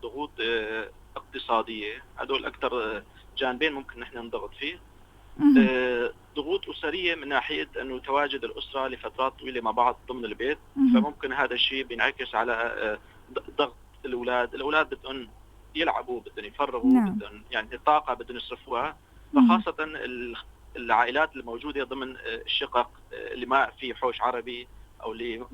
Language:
North Levantine Arabic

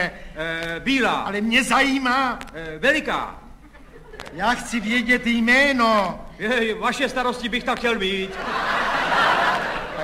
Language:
Czech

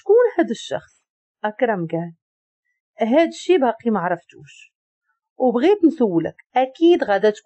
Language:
Moroccan Arabic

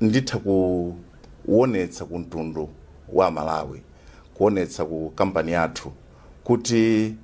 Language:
Nyanja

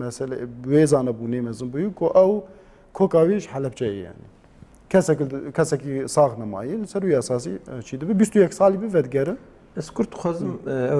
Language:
Kurdish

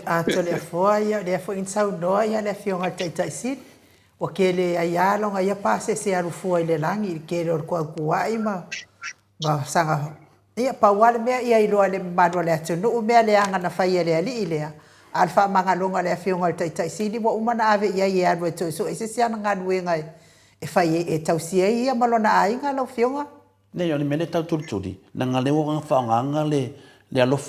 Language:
Samoan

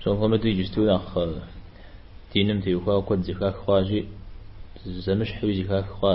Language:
Kabardian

